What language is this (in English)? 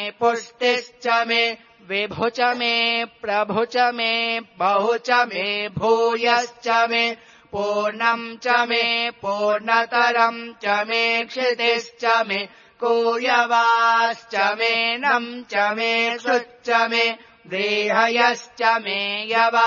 Sanskrit